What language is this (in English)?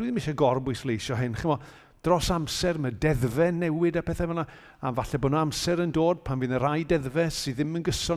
Welsh